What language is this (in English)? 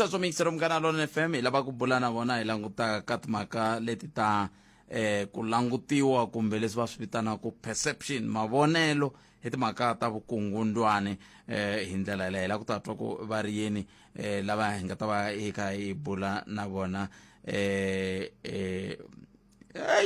Tsonga